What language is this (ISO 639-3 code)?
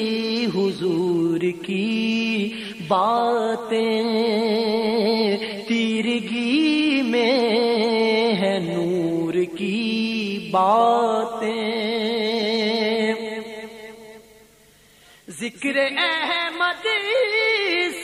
urd